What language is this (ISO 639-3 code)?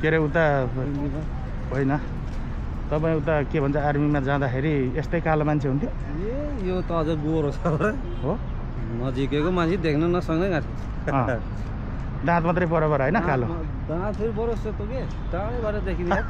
nep